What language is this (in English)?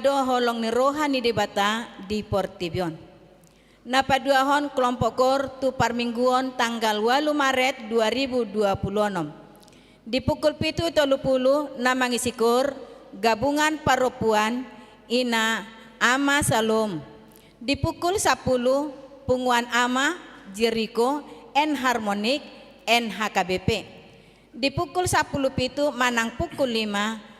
Batak Toba